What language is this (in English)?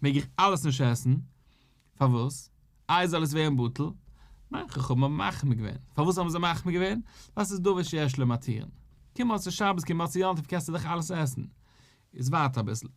Yiddish